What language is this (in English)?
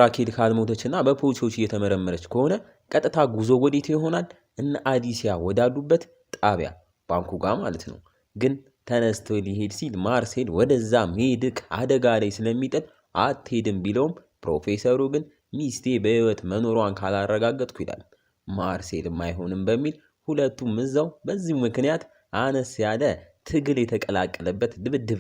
Amharic